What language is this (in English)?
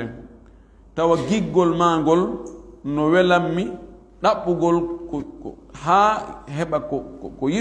Fula